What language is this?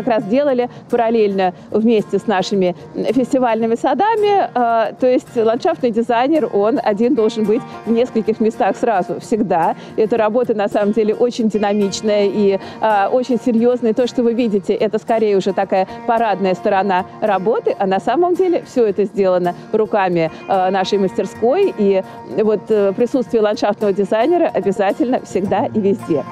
Russian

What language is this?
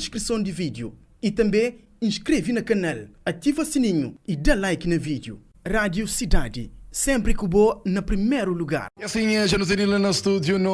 Kabuverdianu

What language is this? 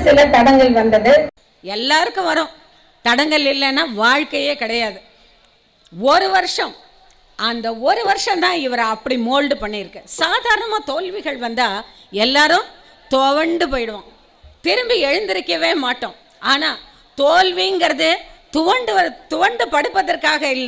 Tamil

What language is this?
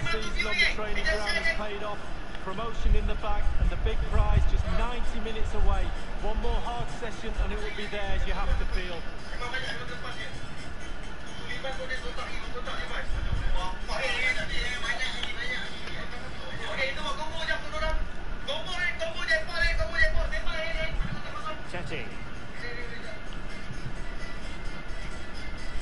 Malay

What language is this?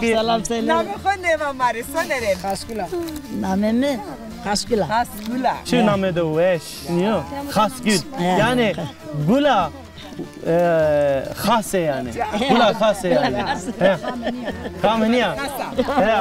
Zaza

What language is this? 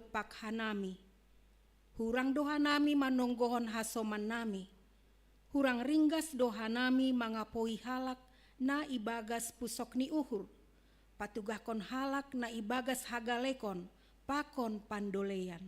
Batak Simalungun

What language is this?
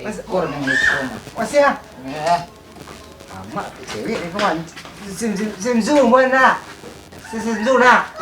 Minangkabau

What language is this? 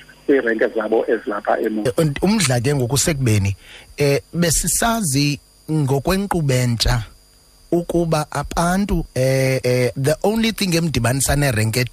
Xhosa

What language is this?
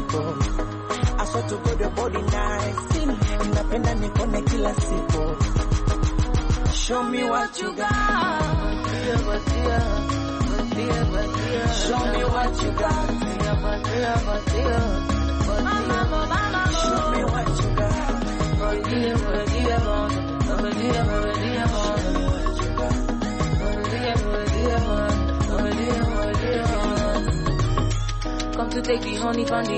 Swahili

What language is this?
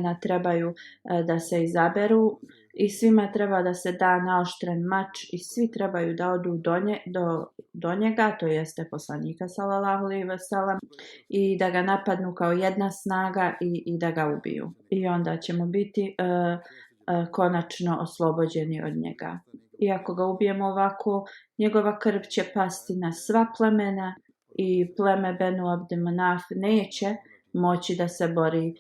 Bosnian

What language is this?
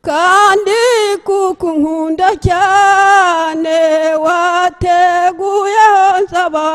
Kinyarwanda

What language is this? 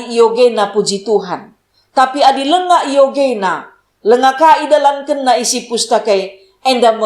Batak Karo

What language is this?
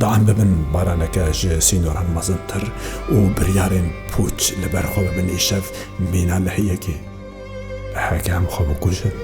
Kurdish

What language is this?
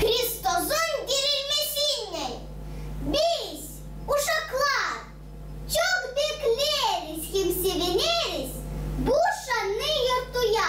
Gagauz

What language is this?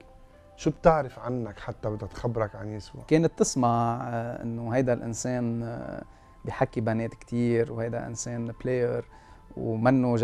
North Levantine Arabic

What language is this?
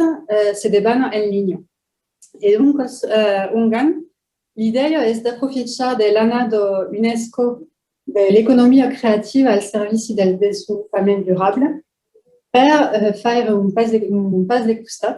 Occitan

